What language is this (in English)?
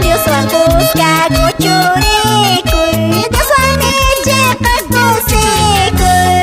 Quechua